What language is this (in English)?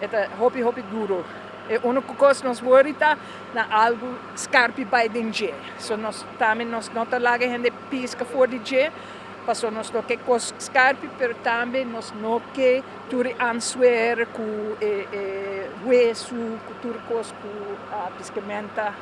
Papiamento